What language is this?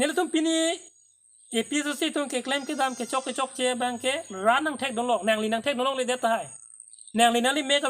Karbi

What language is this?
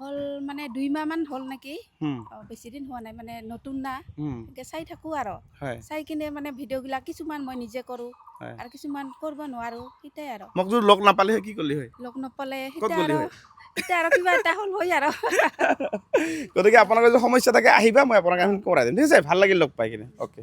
Assamese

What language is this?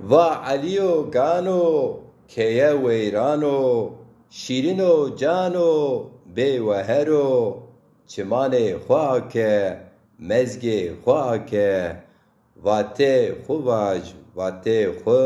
Zaza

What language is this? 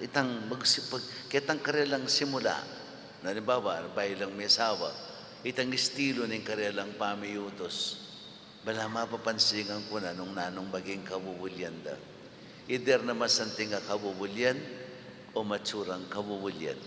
Pampanga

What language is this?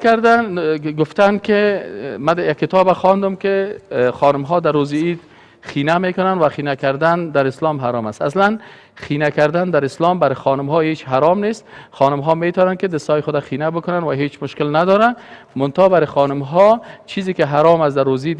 Persian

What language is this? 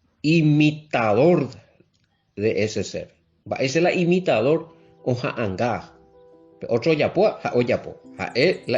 Guarani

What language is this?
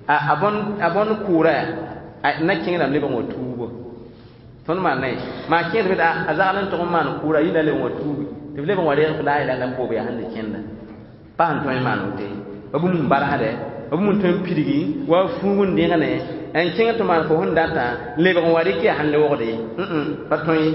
Mossi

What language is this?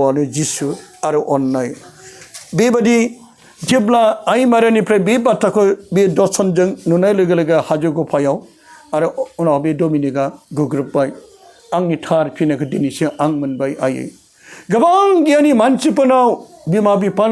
Bodo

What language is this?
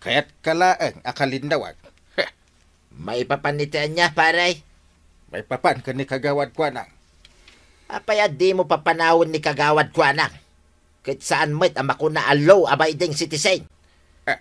Iloko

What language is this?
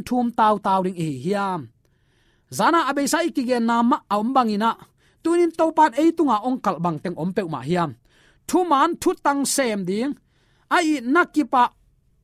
Tedim Chin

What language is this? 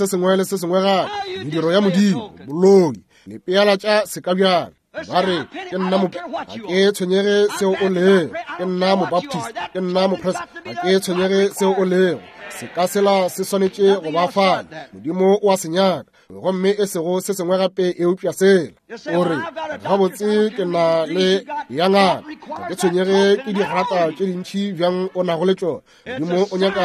Northern Sotho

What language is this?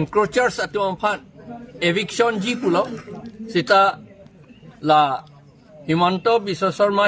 Karbi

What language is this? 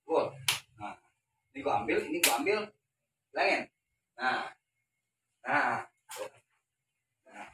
Betawi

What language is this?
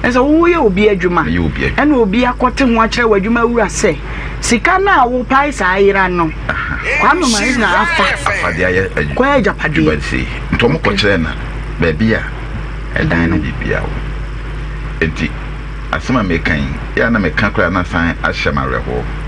Akan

